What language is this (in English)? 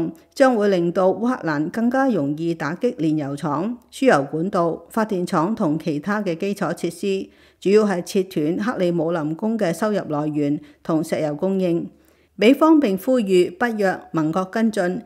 Cantonese